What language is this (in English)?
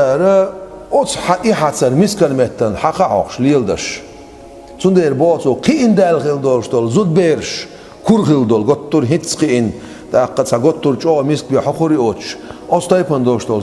Chechen